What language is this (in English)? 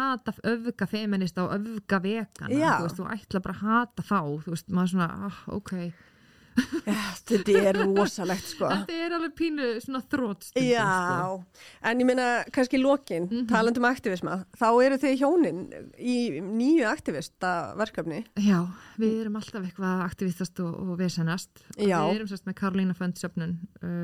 Icelandic